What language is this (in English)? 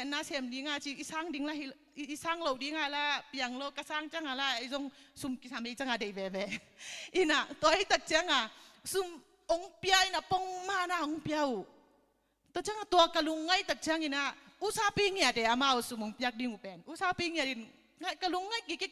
Tedim Chin